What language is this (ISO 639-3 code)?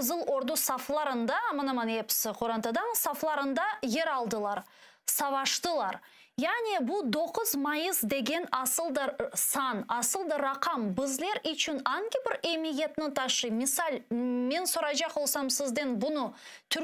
crh